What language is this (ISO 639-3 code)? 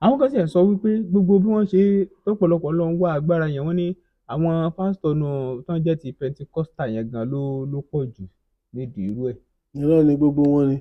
yor